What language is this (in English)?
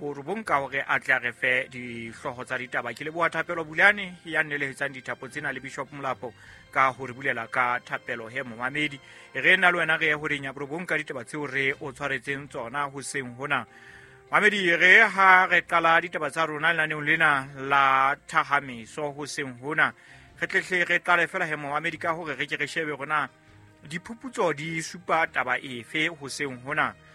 Southern Sotho